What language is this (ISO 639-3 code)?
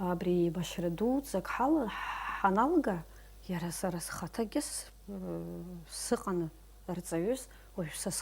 abk